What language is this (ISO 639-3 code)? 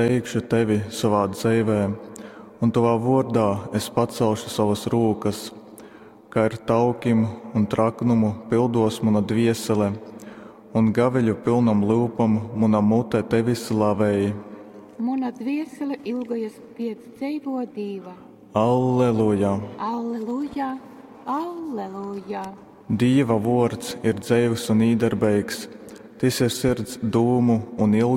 ltg